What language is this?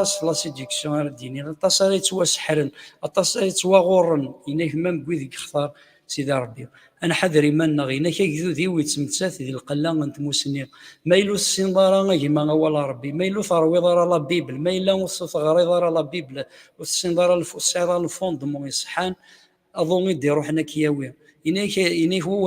Kabyle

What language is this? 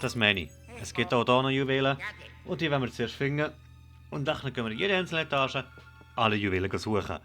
Swiss German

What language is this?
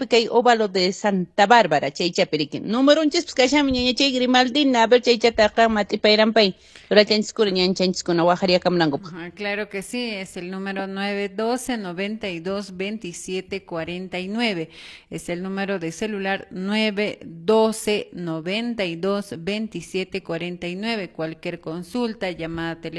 Quechua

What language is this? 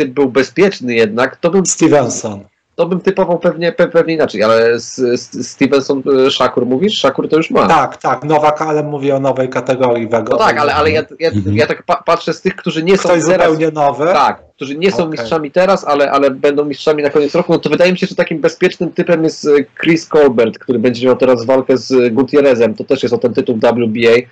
Polish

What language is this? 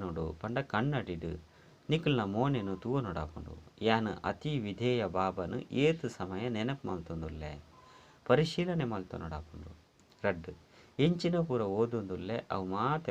Tulu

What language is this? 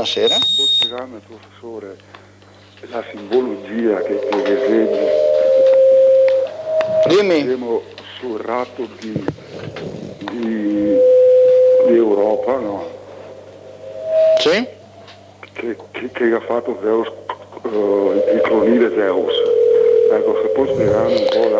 Italian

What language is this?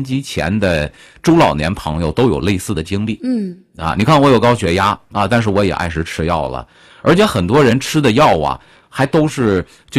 Chinese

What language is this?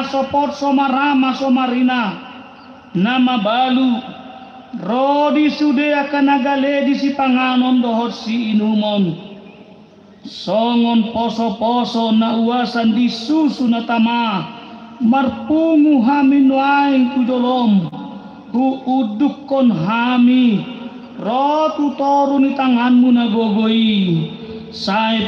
Batak Toba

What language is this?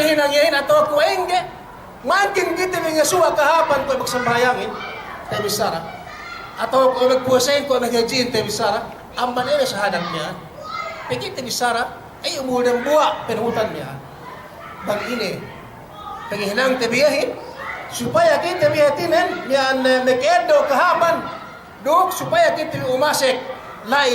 Yakan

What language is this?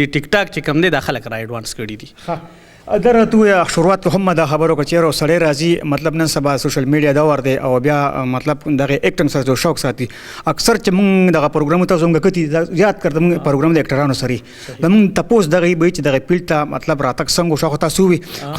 Pashto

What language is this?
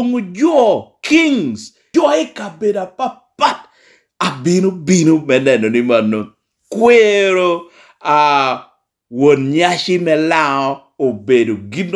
Lango (Uganda)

